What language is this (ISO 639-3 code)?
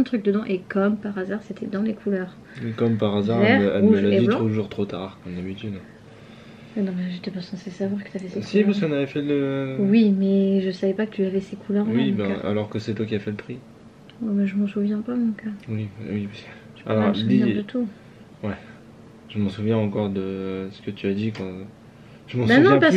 fra